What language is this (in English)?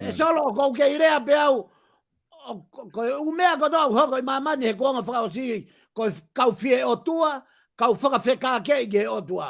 Tongan